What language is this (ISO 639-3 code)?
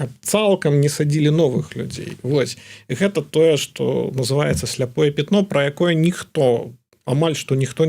bel